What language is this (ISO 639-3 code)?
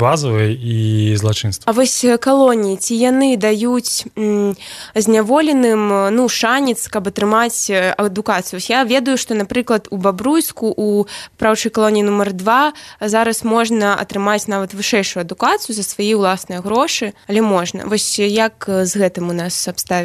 bel